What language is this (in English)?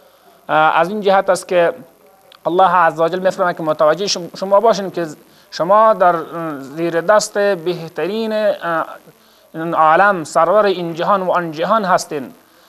Persian